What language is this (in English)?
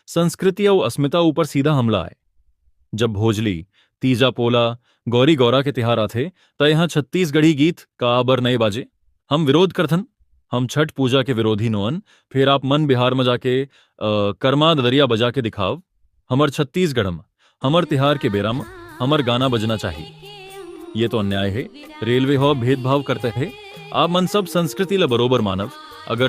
Chhattisgarhi